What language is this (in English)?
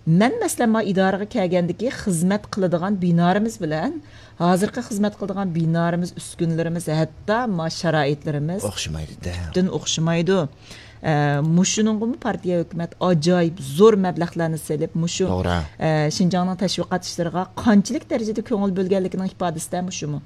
Uyghur